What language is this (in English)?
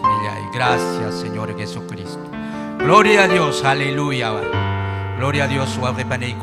Ayacucho Quechua